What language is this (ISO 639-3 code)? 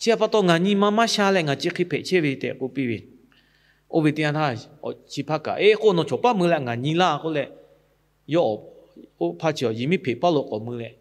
lhu